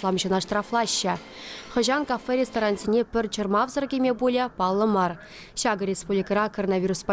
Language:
Chuvash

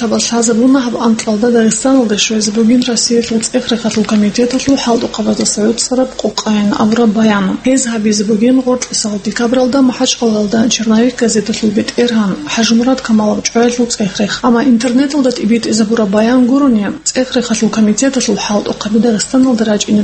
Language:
Avaric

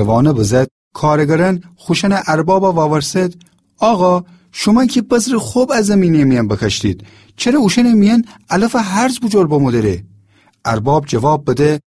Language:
Gilaki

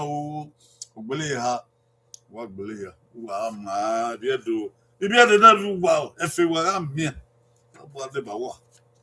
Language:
Bini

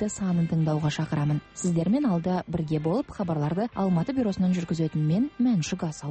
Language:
Kazakh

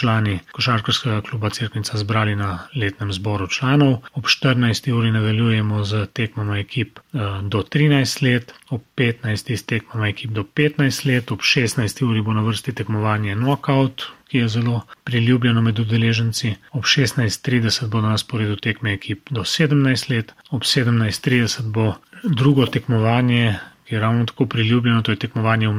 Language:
Slovenian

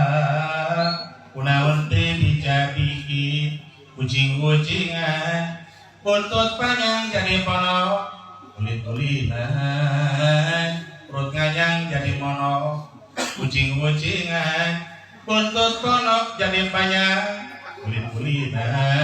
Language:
Sundanese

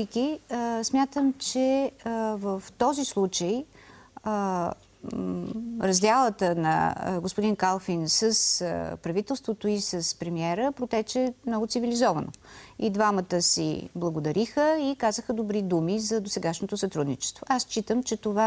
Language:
Bulgarian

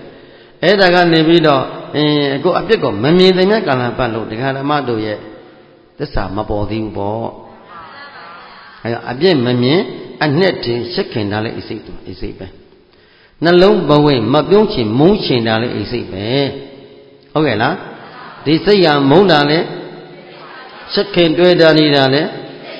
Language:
Burmese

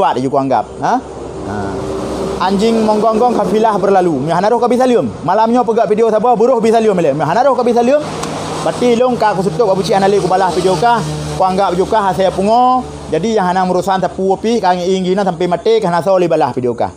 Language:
Achinese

